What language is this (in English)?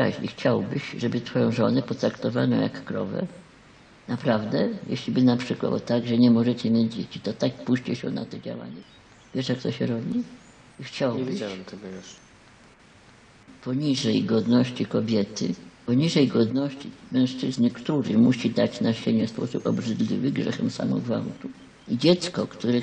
Polish